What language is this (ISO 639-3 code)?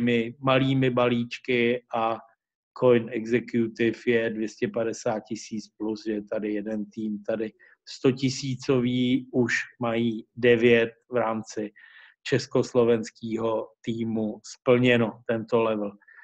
ces